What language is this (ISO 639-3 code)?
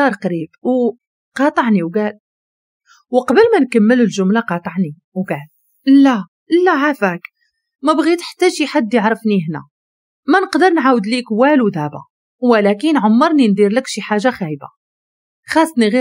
ary